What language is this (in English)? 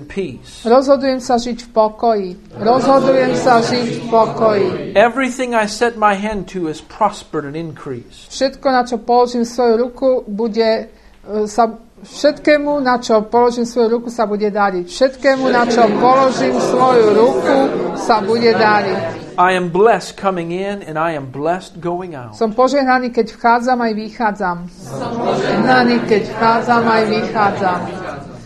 Slovak